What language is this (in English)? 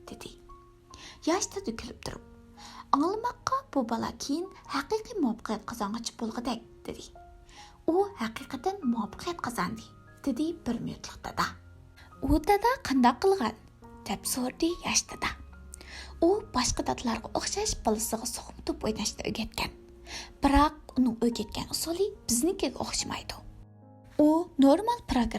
Uyghur